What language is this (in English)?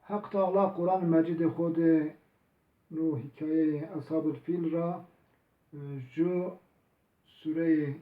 Zaza